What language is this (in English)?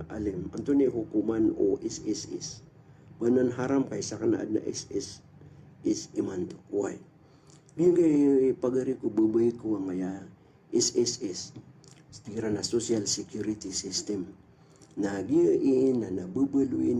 Maranao